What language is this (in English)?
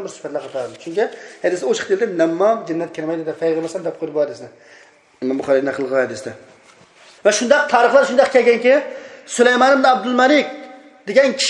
Uyghur